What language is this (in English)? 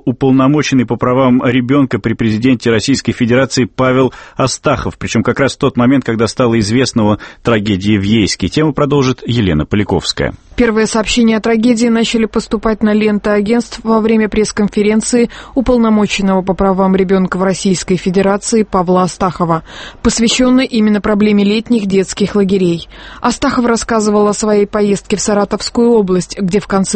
Russian